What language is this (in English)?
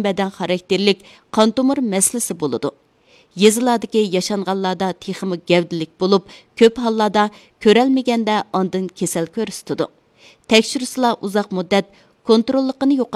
Uyghur